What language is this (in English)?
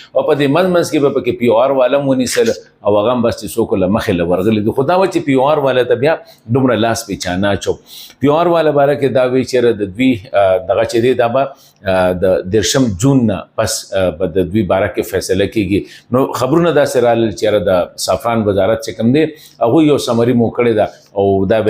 Pashto